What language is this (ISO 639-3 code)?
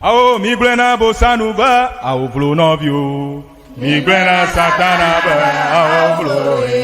ewe